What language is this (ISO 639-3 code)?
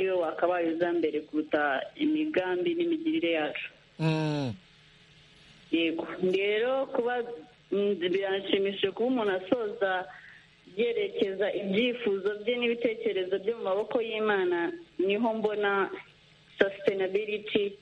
kin